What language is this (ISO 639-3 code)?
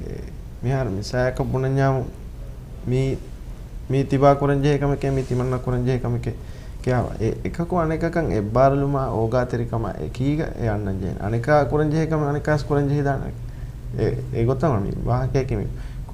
div